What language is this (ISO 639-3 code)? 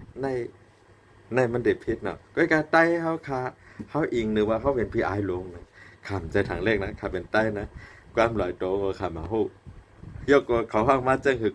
shn